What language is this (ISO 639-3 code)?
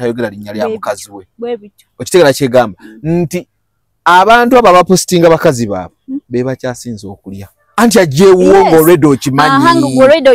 lug